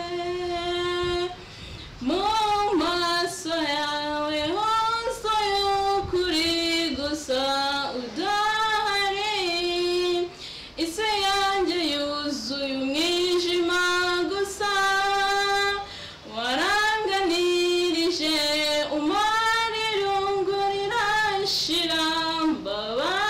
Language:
Kinyarwanda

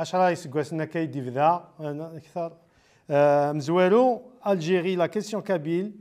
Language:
Kabyle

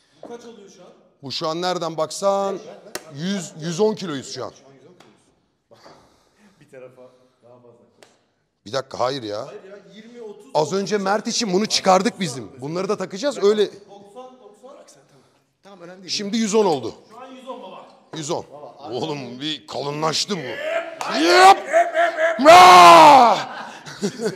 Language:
Turkish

